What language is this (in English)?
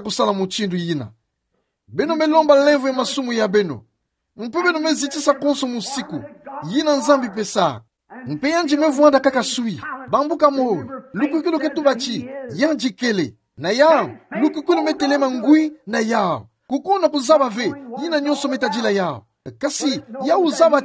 Kituba (Democratic Republic of Congo)